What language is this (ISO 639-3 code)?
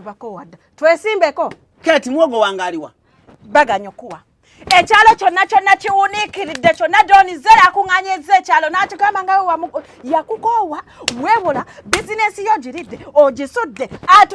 lug